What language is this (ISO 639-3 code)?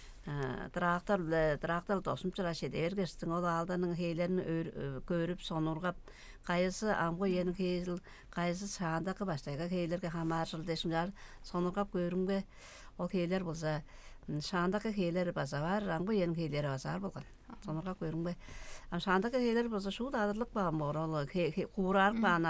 tyv